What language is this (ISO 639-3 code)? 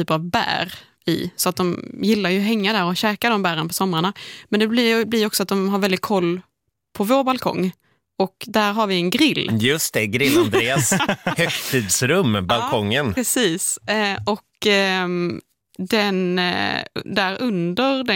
swe